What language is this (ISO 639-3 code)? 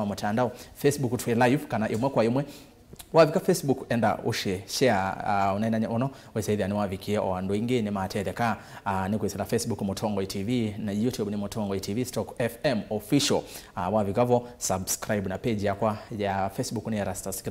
kam